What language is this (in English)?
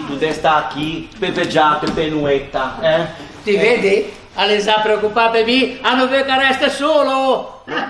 Ligurian